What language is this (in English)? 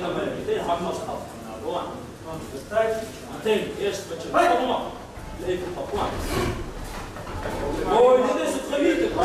Dutch